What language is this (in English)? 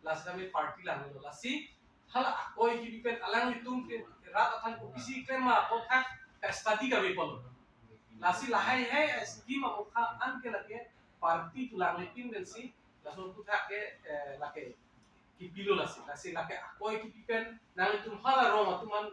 Karbi